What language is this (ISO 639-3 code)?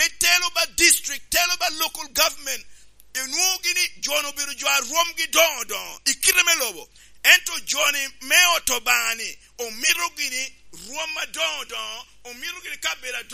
laj